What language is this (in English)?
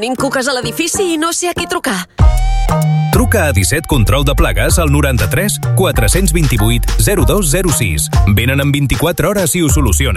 Catalan